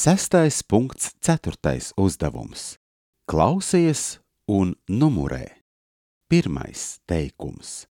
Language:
Latvian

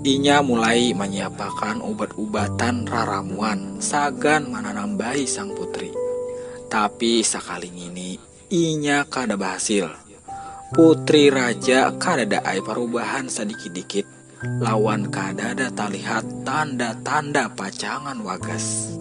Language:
Banjar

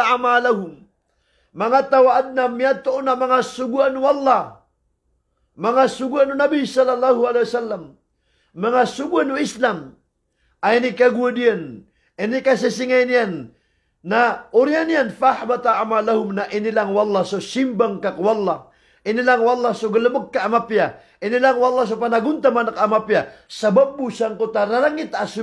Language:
Maranao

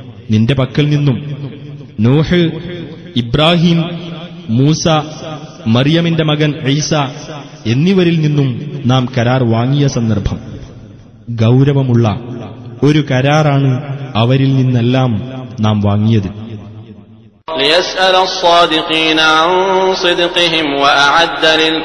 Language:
Malayalam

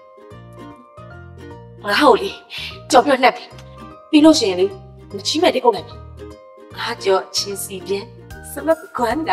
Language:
Burmese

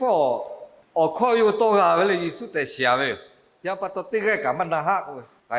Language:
Lahu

